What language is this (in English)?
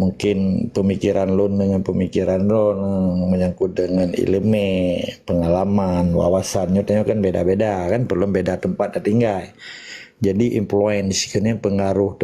Achinese